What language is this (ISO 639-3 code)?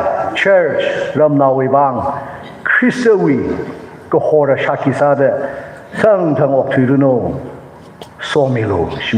nmf